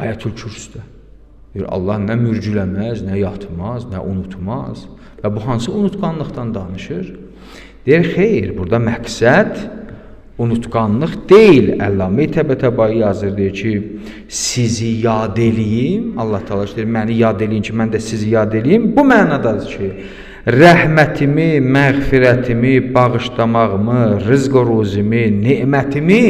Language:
Azerbaijani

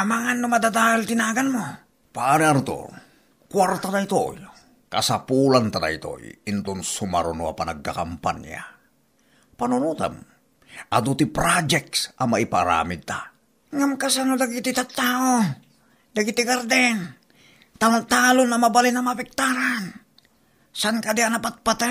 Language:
Iloko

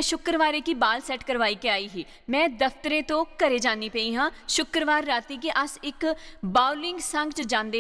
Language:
Dogri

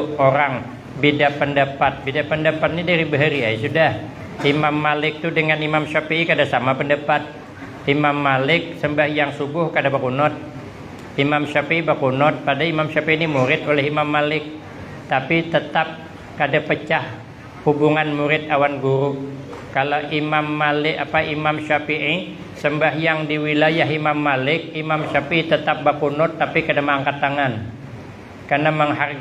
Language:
Banjar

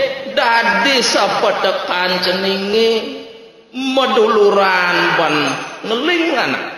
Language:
Balinese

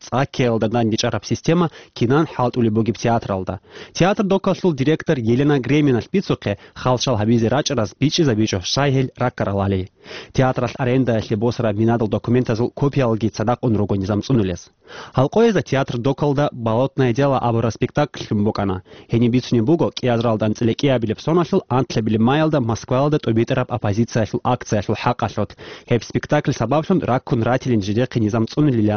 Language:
Avaric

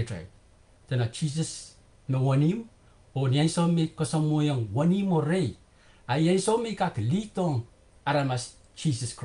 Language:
Pohnpeian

